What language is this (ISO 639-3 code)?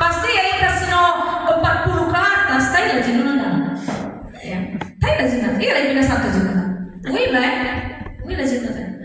nia